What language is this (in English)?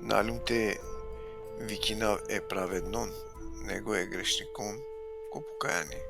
Balkan Romani